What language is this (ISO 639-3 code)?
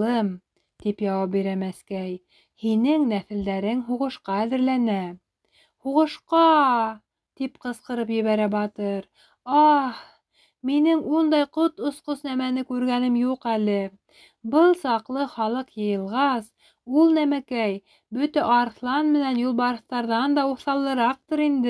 bak